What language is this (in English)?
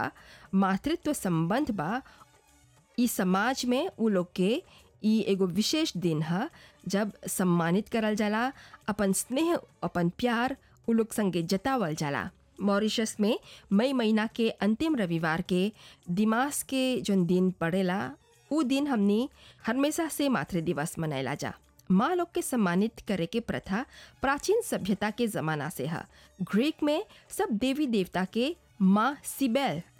Bhojpuri